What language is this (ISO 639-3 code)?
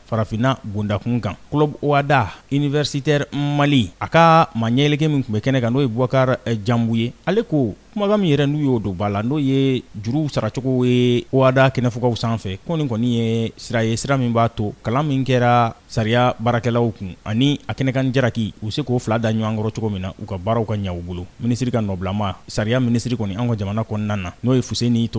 bam